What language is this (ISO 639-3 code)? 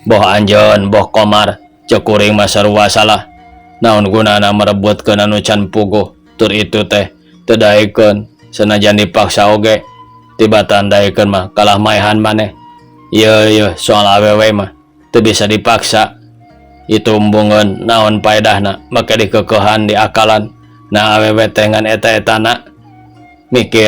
sun